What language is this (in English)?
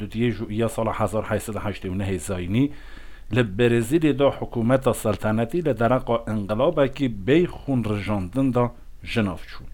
Kurdish